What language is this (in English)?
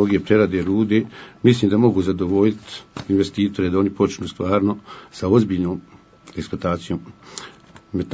Bosnian